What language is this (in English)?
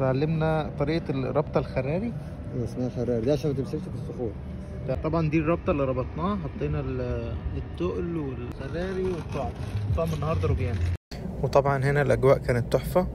Egyptian Arabic